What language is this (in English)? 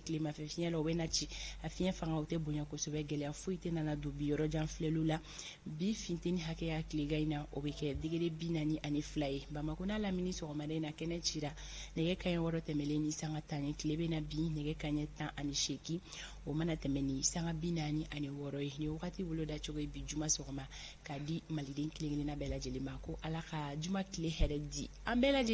Bambara